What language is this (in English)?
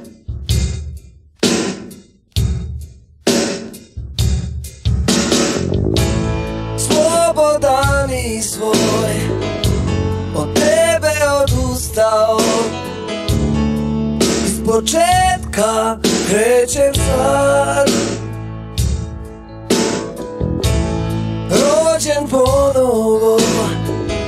Serbian